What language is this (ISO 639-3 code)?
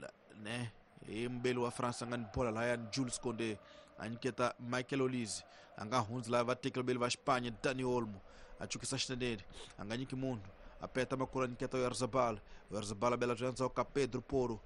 tso